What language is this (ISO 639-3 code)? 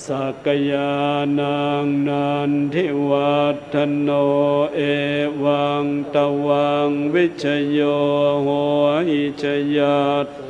pli